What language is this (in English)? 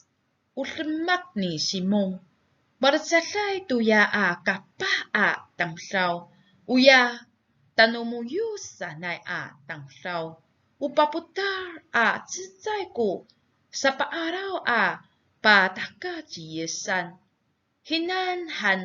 Amis